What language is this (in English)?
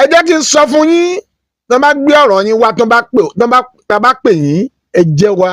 Yoruba